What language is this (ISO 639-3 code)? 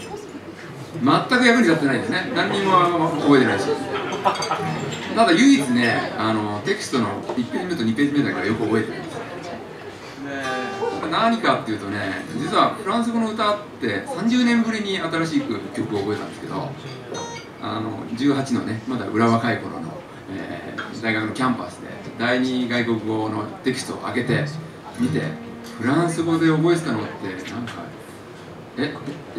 jpn